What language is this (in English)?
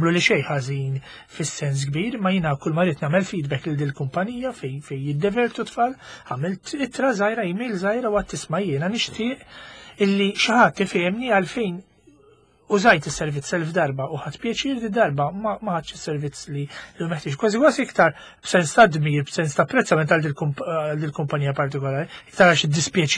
Maltese